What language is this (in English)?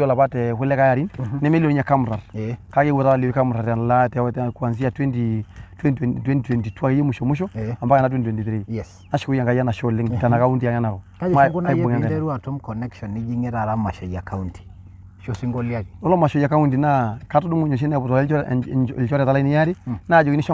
Masai